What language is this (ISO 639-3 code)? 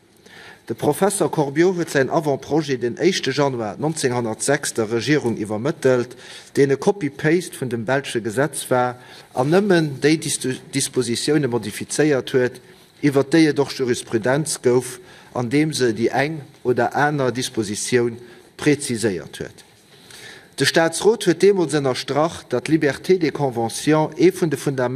ltz